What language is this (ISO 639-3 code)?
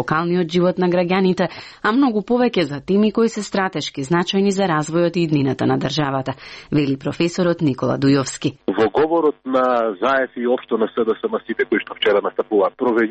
mkd